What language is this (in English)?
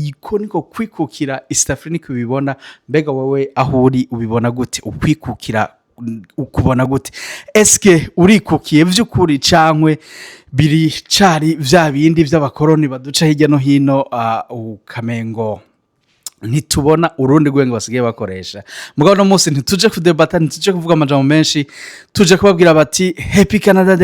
Rundi